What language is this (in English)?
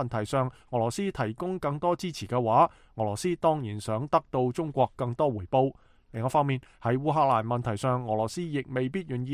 Cantonese